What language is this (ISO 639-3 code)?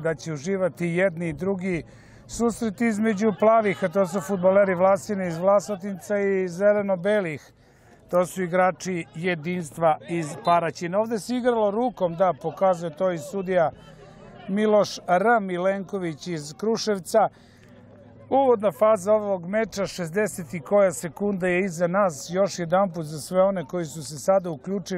srp